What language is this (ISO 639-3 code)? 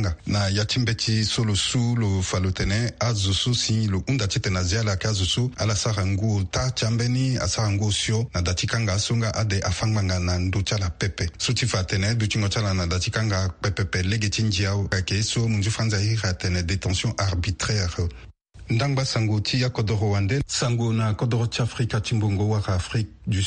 sag